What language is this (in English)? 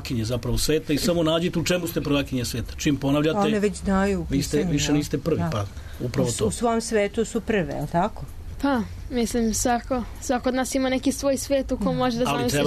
Serbian